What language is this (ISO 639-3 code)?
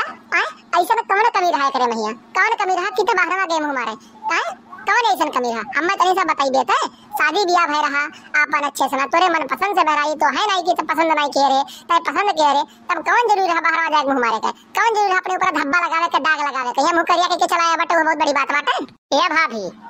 awa